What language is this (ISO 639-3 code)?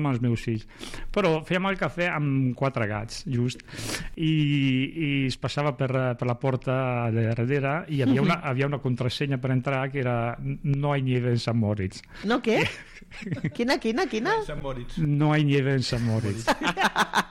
cat